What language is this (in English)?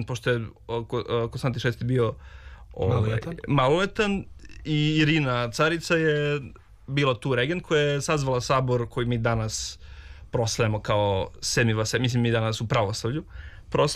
Serbian